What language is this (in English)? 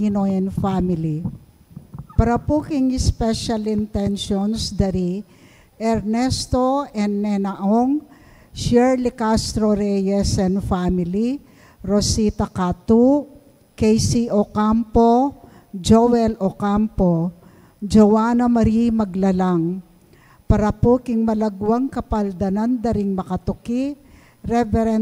Pampanga